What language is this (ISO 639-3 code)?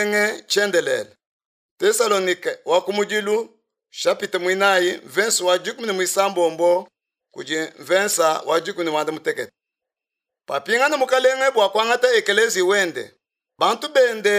lua